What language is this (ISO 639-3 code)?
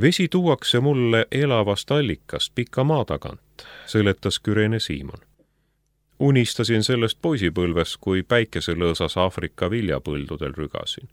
est